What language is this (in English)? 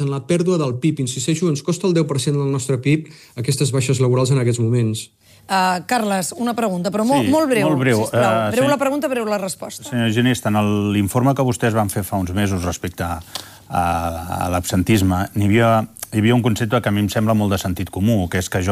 Catalan